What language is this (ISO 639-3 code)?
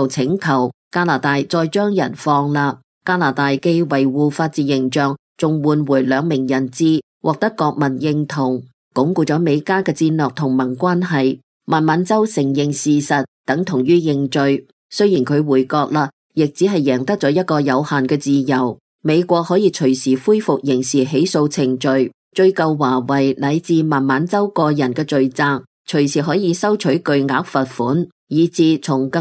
yue